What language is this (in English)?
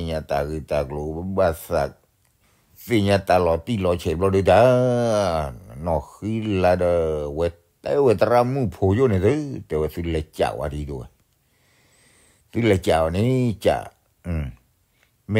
S'gaw Karen